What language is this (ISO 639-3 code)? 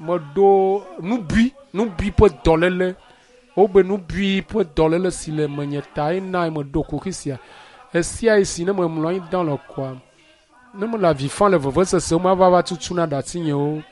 ewe